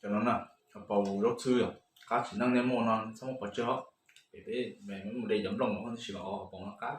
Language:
Hmong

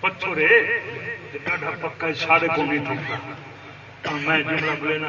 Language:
Saraiki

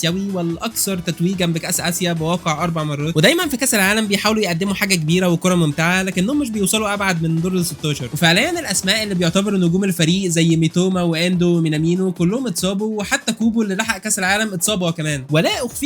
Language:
Egyptian Arabic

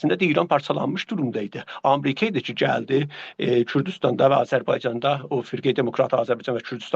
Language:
South Azerbaijani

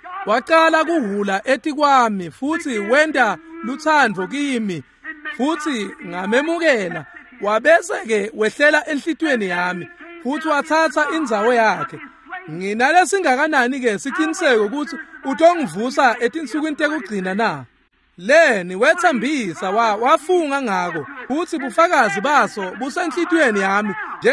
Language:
Swati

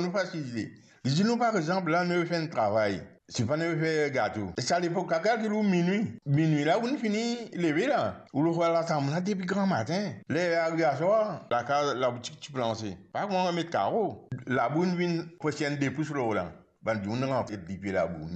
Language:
Morisyen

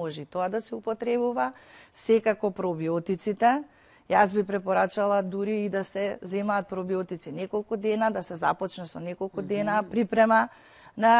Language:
Macedonian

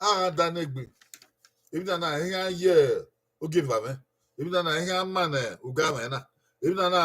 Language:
Bini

